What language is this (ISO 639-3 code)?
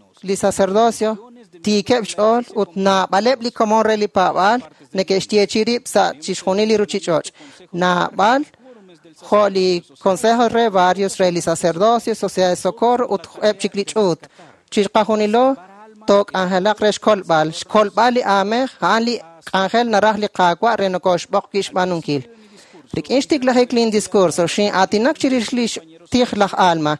kek